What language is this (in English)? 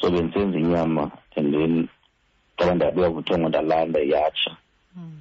Xhosa